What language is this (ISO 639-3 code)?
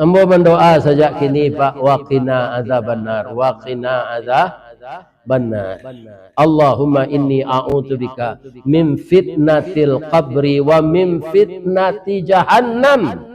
min